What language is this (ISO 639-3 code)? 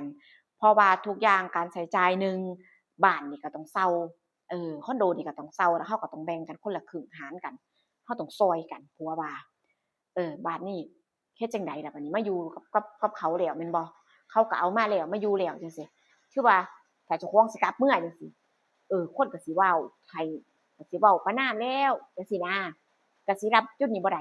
tts